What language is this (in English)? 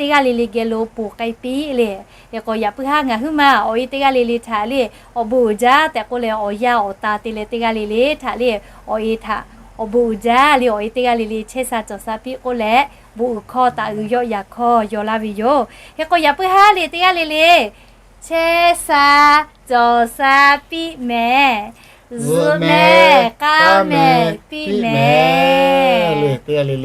Lahu